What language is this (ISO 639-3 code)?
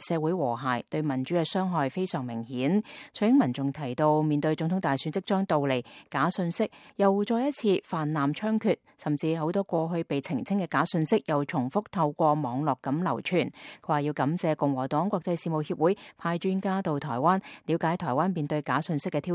yue